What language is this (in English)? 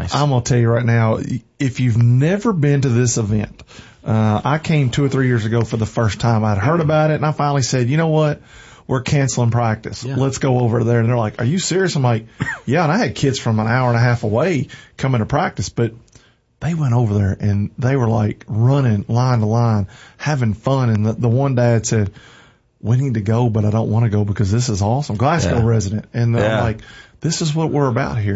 English